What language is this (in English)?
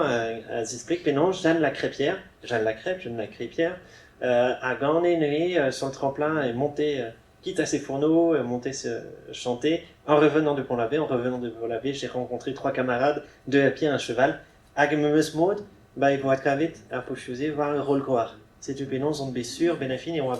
Breton